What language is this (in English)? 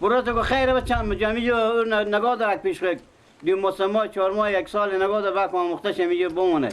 Persian